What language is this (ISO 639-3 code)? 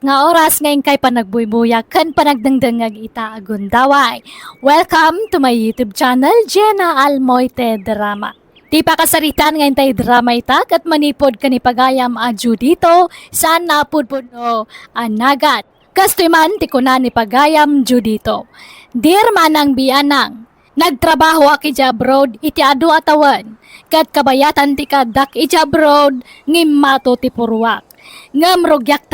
ilo